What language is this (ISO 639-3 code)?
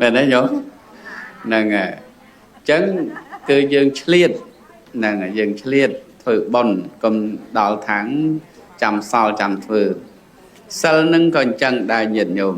khm